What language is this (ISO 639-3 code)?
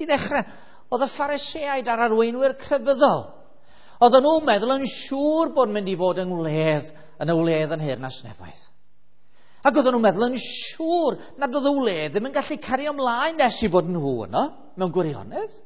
cym